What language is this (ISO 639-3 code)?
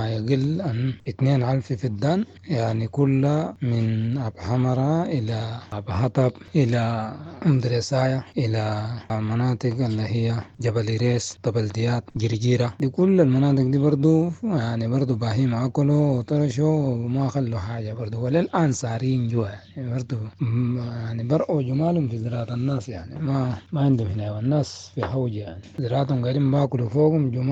apd